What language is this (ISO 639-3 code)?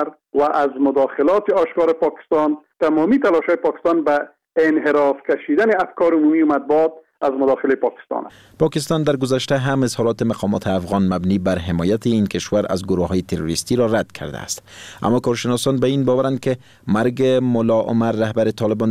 fas